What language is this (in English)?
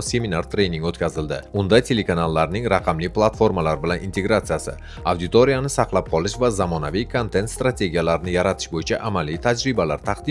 Uzbek